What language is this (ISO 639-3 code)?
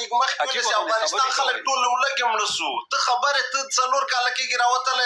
pus